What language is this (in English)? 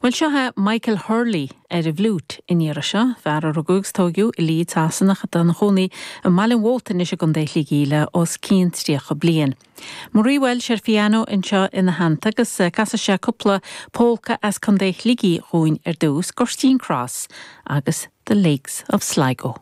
Irish